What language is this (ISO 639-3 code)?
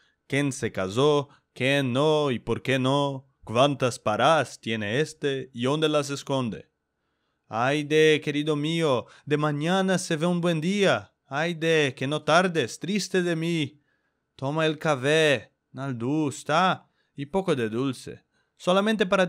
lad